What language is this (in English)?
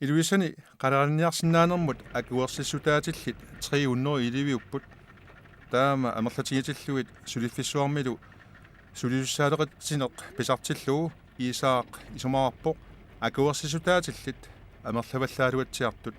Kalaallisut